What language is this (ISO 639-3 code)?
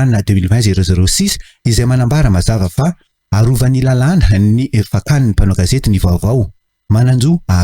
mlg